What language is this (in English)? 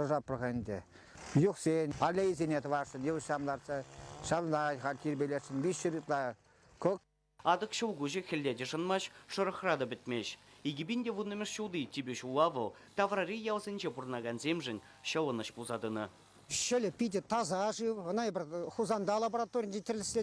Chuvash